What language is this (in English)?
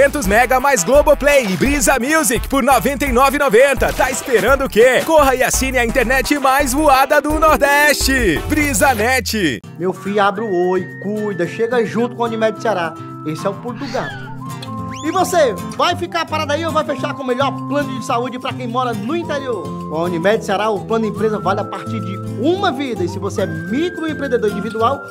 Portuguese